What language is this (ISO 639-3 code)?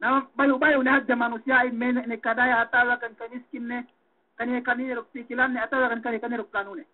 yka